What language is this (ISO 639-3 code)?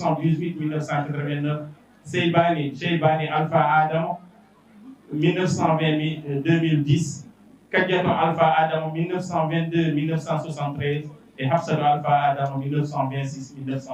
ful